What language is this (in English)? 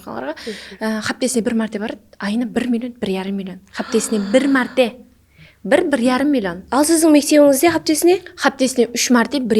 Kara-Kalpak